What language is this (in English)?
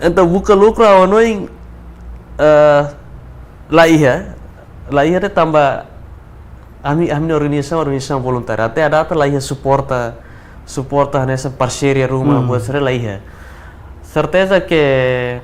Tetum